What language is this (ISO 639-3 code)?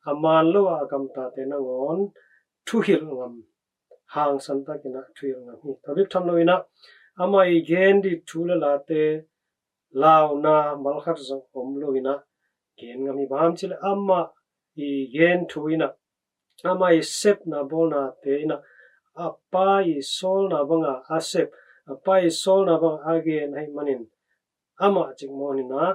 ctd